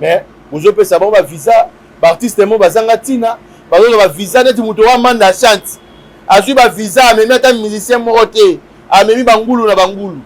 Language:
Lingala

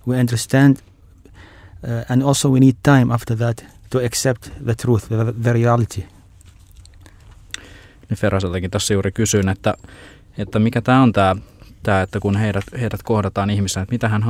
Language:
Finnish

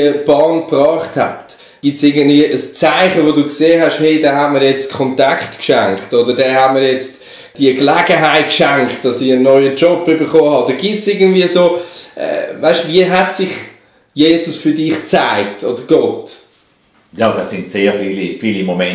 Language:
Swiss German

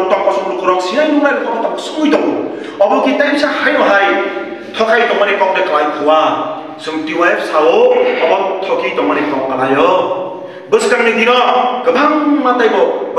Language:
Kok Borok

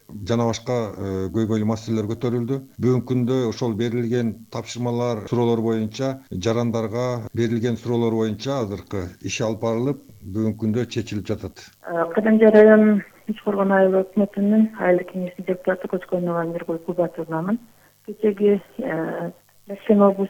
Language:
Kyrgyz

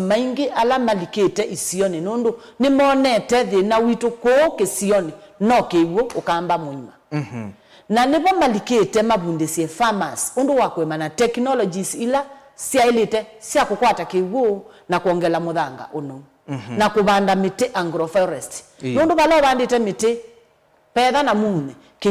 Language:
Kamba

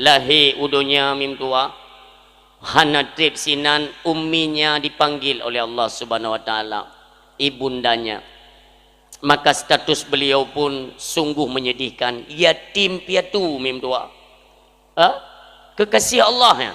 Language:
Achinese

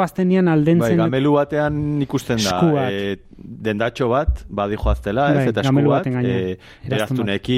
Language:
Basque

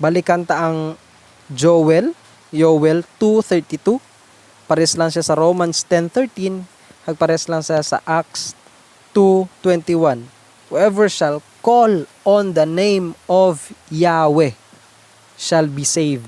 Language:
Hiligaynon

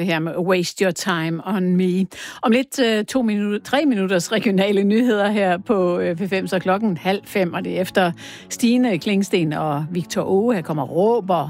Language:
Danish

